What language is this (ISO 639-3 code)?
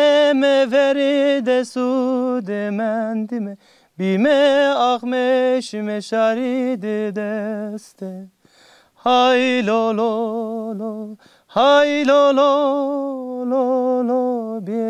zza